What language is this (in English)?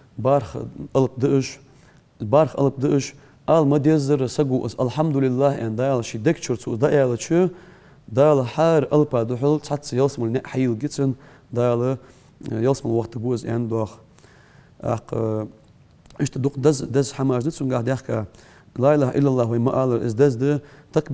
Ingush